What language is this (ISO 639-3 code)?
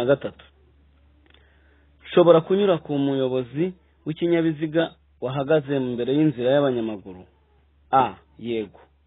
kin